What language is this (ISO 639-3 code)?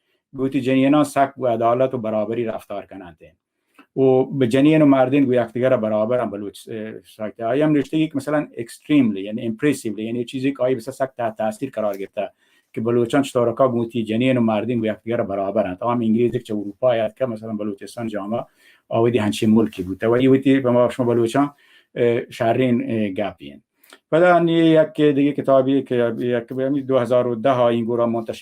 bal